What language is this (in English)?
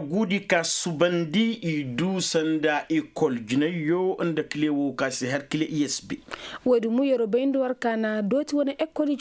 Koyraboro Senni